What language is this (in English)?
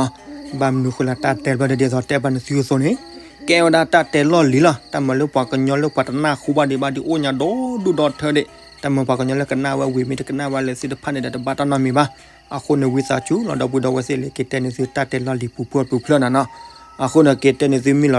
S'gaw Karen